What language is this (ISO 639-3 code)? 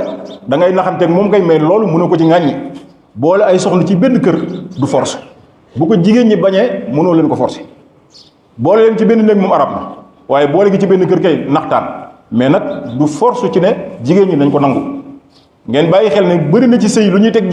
wol